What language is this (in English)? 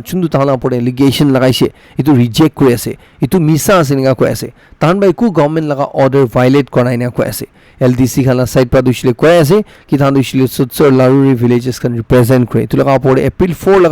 Naga Pidgin